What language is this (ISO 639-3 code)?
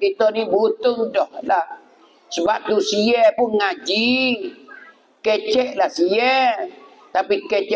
mfa